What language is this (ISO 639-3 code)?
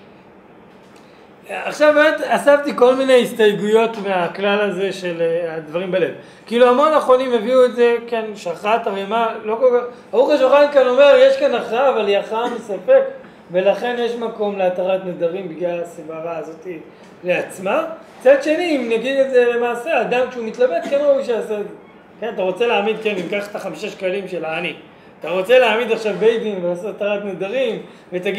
heb